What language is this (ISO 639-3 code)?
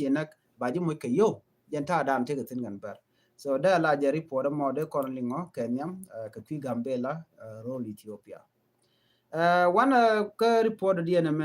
nus